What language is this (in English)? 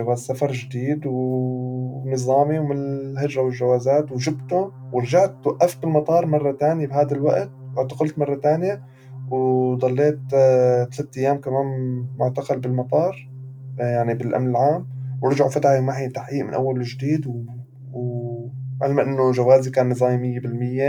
North Levantine Arabic